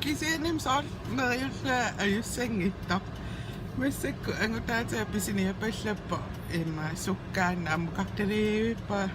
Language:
Kalaallisut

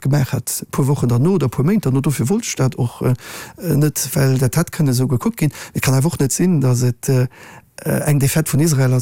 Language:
Luxembourgish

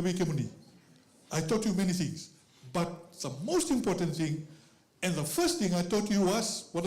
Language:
Fijian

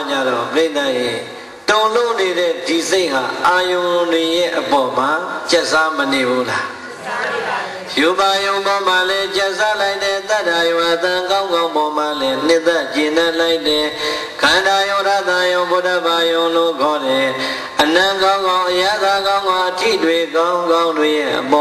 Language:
Burmese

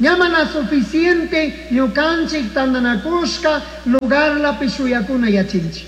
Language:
Chimborazo Highland Quichua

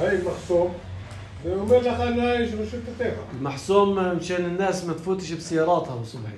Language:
North Levantine Arabic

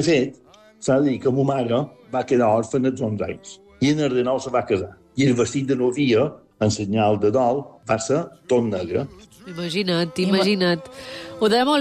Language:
Catalan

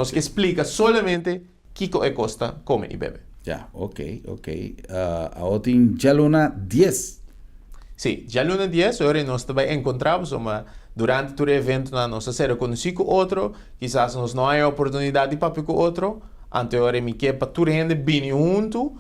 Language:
Papiamento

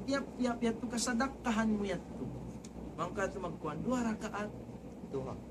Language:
Tausug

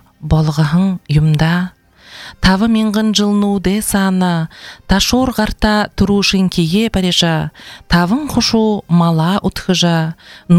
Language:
Buriat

